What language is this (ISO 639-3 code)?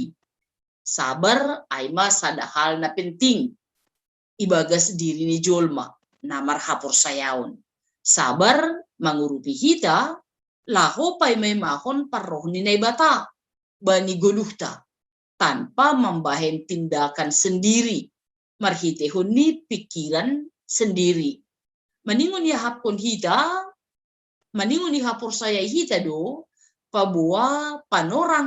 bts